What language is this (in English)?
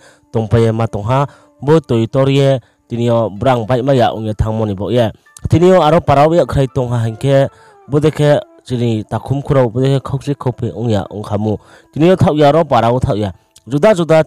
Riang (India)